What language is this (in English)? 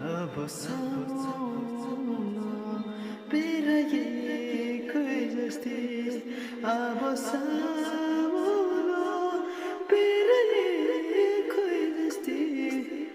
Riang (India)